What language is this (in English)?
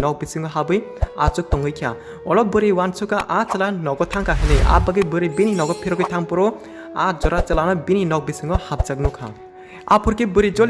Kok Borok